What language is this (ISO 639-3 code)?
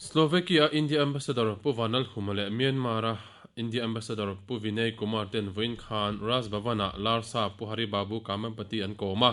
lus